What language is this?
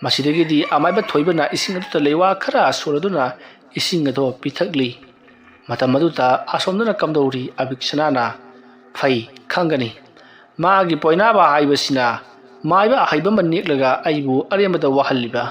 Manipuri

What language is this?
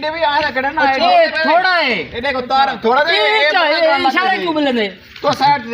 Saraiki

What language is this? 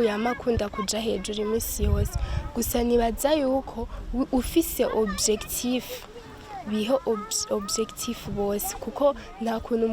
Rundi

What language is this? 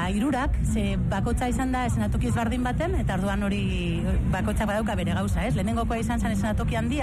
Basque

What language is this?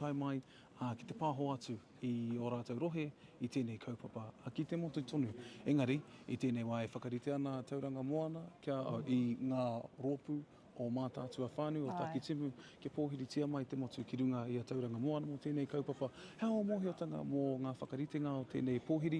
Māori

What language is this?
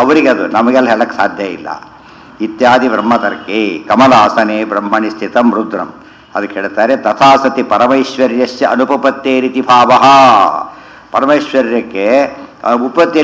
Kannada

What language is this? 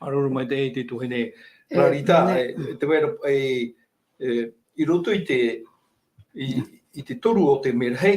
Tahitian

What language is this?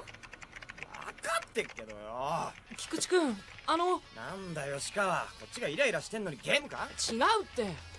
Japanese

